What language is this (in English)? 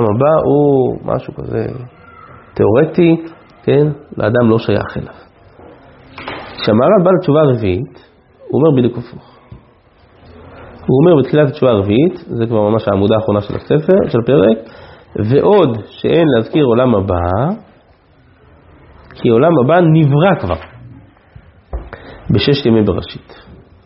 Hebrew